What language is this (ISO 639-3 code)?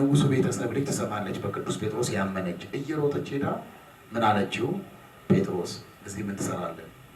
amh